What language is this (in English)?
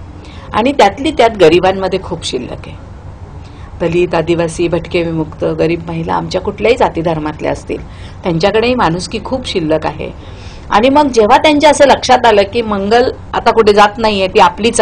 Marathi